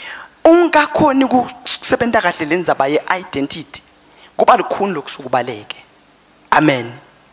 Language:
Swati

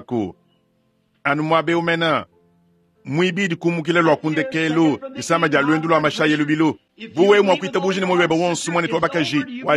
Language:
Luba-Lulua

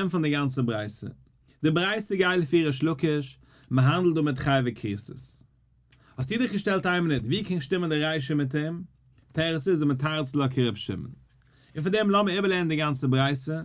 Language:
Yiddish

